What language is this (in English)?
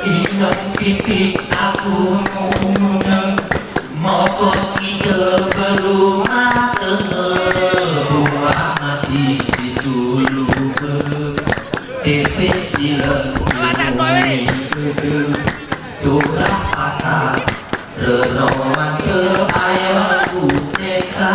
Gayo